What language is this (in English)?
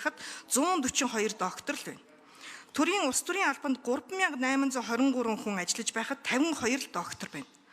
Mongolian